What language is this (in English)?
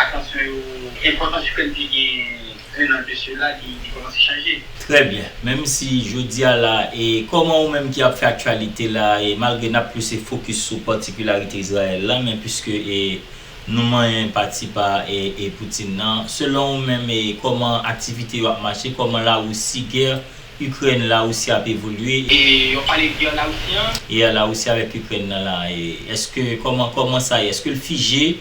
Haitian Creole